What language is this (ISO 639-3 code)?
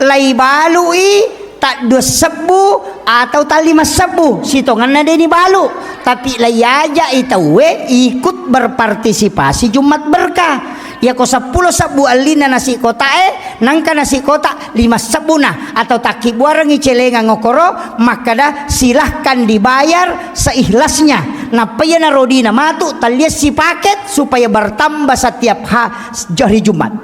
bug